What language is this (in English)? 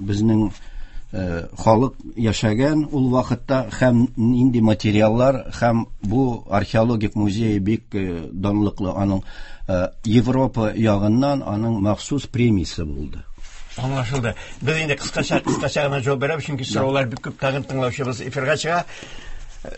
Tatar